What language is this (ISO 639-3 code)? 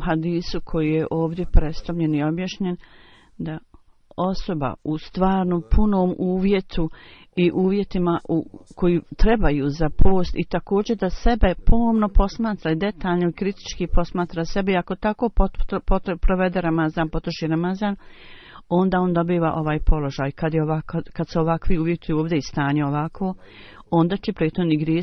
bos